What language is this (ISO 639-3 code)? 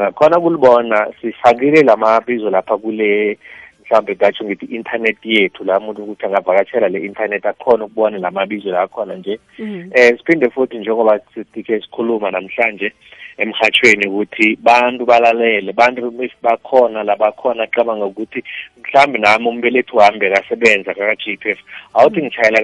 nbl